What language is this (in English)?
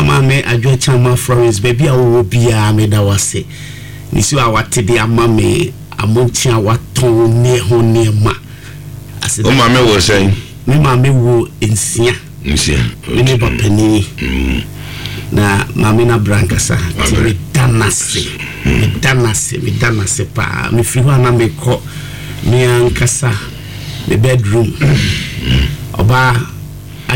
Akan